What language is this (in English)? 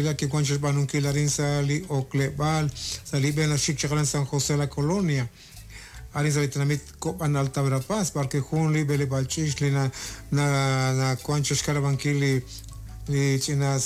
Kekchí